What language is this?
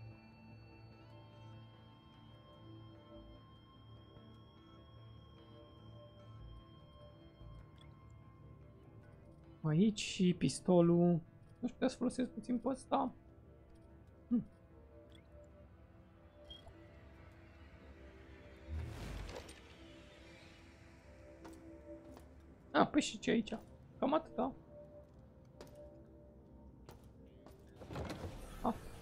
Romanian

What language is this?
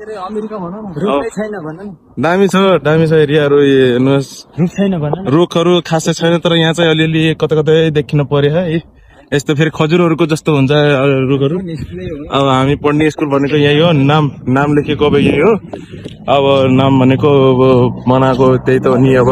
Nepali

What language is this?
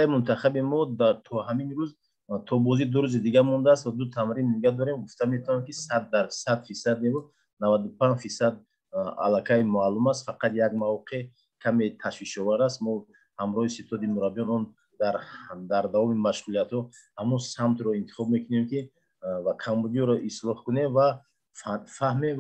Tajik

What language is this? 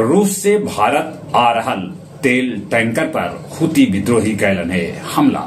Magahi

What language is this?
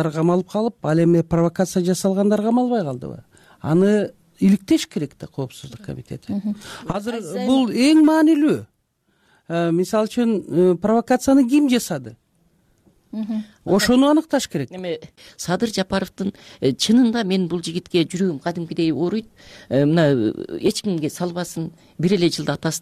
Kyrgyz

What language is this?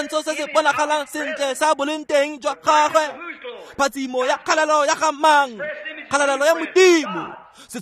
Tswana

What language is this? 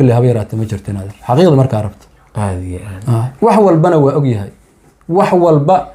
Somali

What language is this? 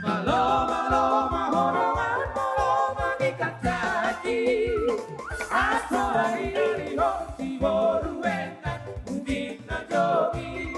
Batak Toba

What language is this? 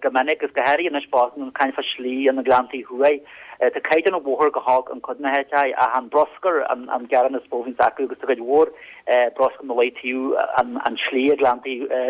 Irish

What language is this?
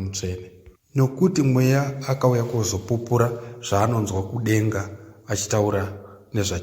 Shona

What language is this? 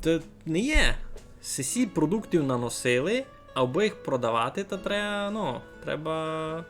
Rusyn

